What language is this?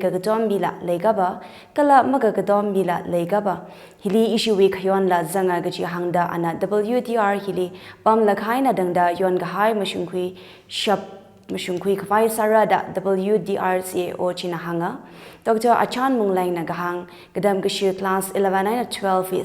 Tangkhul Naga (India)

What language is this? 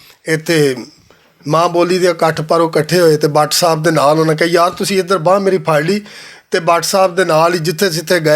Western Panjabi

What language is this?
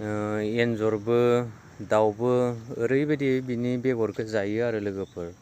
Bodo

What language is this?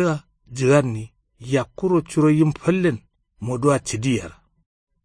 Kanuri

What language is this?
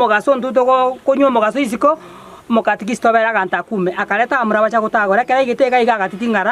Gusii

